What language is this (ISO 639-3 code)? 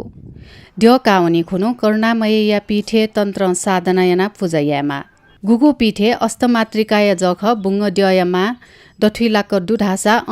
new